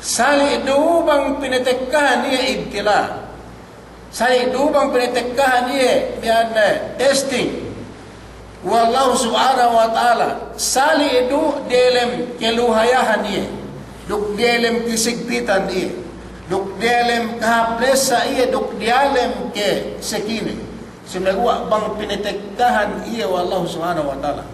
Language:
Yakan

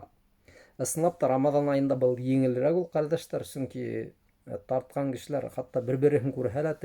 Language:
Bashkir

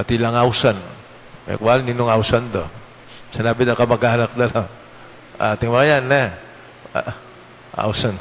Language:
Pampanga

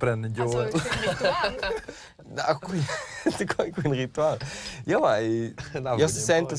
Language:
Romansh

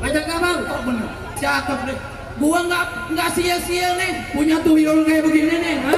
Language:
Betawi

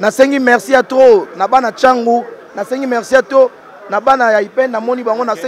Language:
Lingala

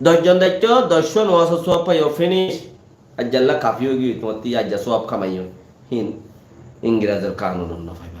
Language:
Rohingya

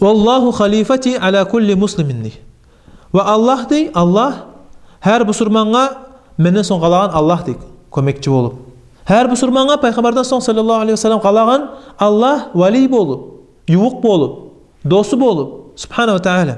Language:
Kumyk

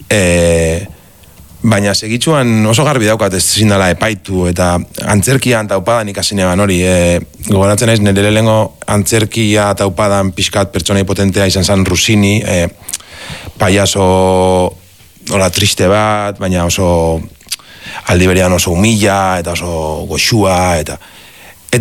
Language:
Basque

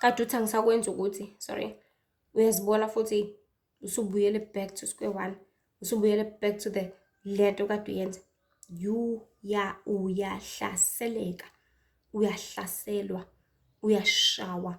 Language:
Zulu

